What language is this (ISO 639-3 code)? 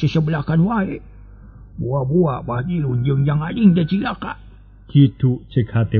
sun